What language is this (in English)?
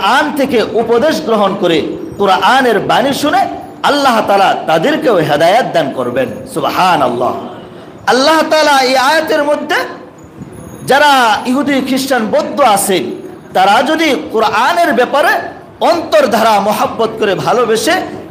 Bangla